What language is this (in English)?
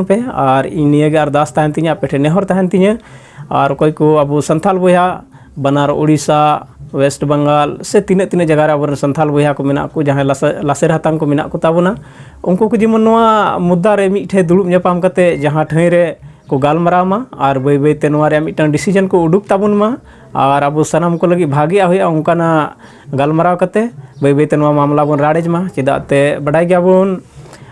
Santali